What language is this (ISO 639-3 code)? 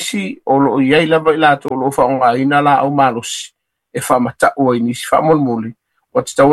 smo